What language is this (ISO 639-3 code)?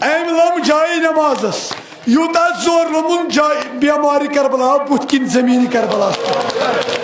kas